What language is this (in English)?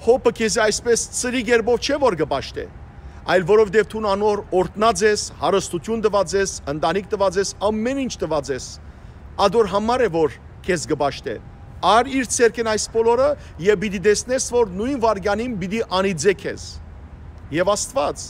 Western Armenian